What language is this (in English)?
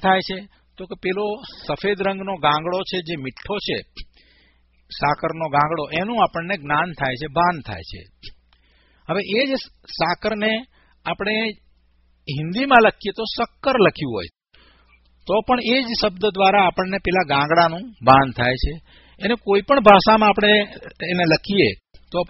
Gujarati